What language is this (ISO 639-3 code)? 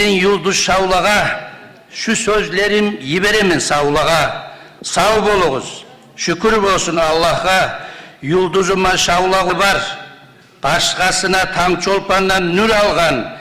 kum